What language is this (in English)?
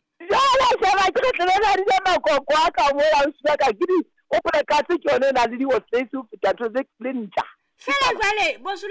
Southern Sotho